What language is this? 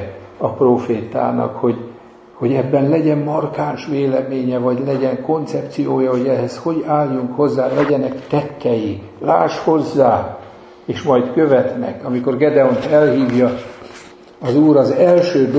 Hungarian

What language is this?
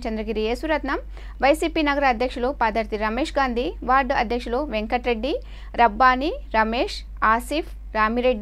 Telugu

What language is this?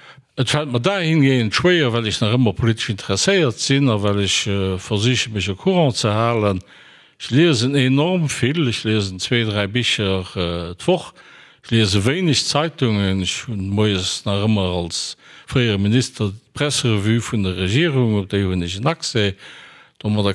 Luxembourgish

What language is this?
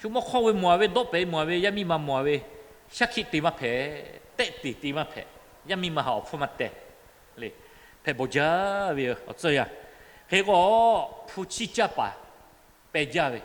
Lahu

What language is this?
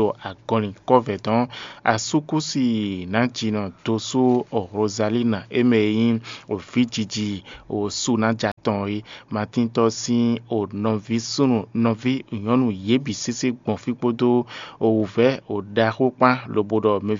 Fon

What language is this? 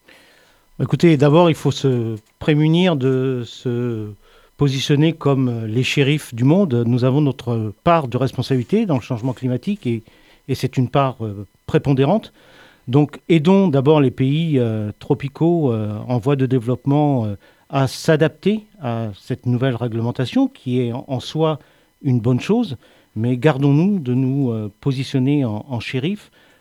French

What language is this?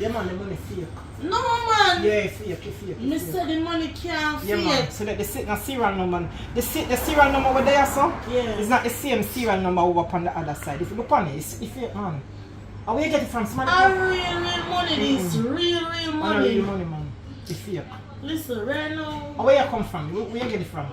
Jamaican Creole English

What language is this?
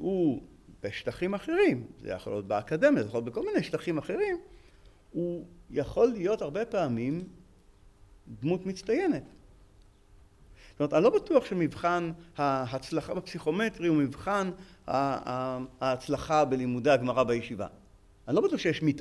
Hebrew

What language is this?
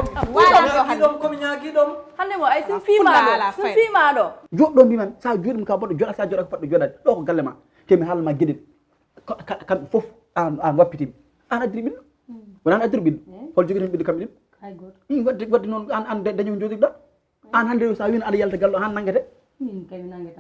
Fula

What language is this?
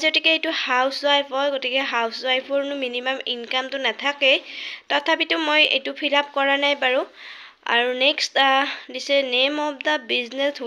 Assamese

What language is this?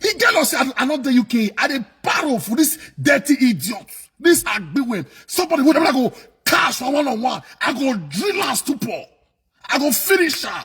Nigerian Pidgin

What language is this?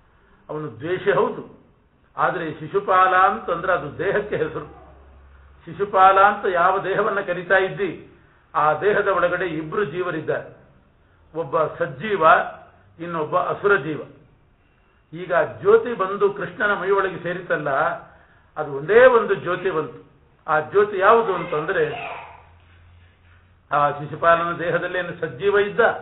Kannada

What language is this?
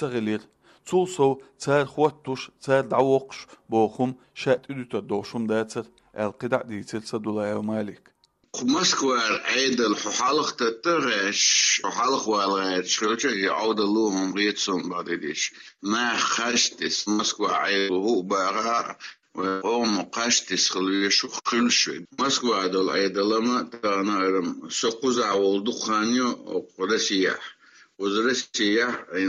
Chechen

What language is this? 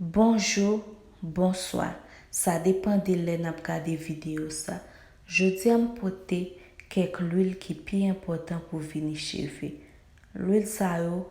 Haitian Creole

